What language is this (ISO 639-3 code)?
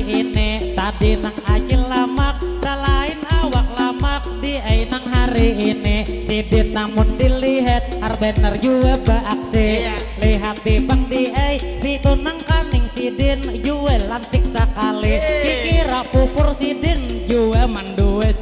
bjn